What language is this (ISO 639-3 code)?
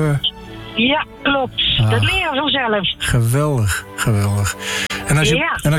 nld